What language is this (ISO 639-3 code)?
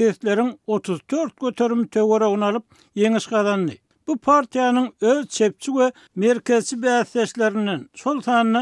tuk